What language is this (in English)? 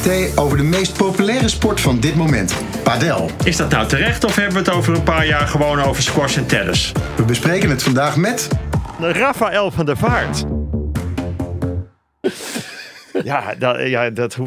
Dutch